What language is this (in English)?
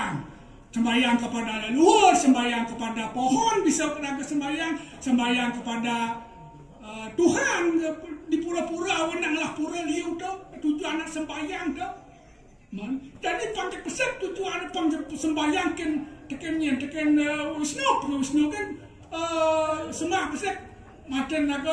Balinese